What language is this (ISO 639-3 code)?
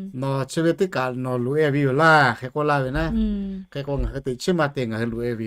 lhu